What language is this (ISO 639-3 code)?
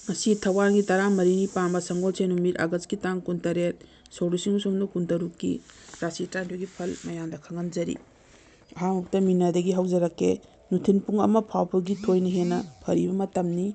mni